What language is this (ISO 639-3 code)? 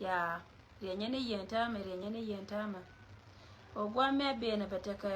nus